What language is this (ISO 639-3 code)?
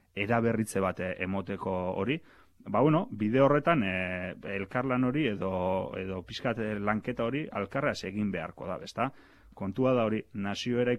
eus